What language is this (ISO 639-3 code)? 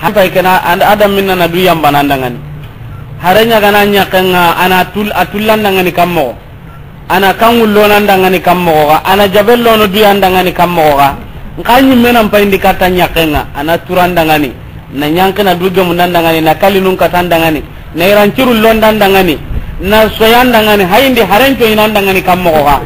snk